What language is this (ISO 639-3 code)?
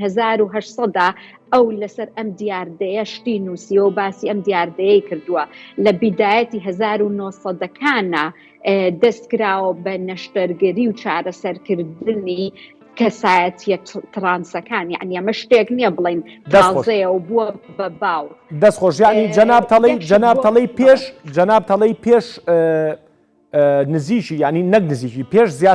ckb